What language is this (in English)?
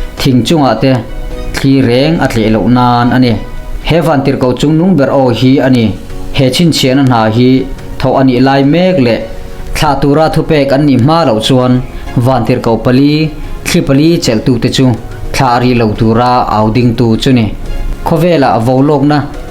Mizo